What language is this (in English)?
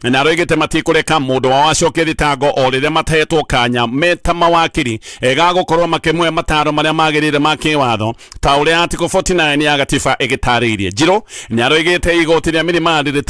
Kikuyu